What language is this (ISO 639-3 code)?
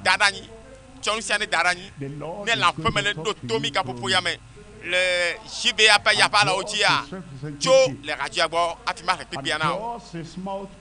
ewe